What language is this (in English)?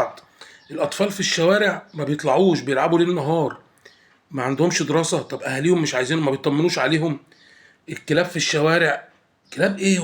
Egyptian Arabic